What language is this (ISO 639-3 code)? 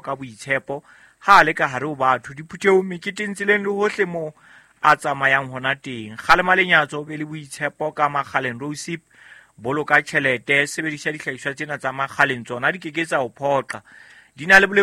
sot